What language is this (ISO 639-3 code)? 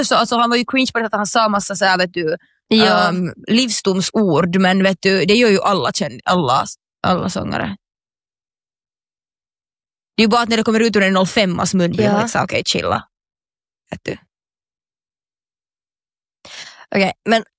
swe